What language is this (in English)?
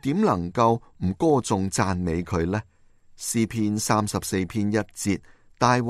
Cantonese